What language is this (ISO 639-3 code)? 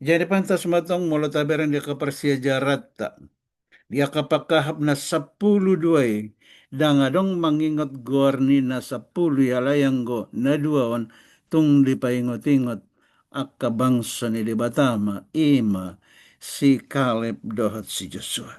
bbc